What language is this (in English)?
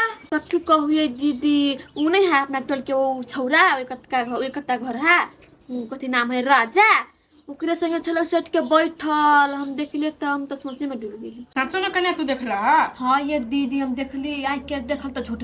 Maithili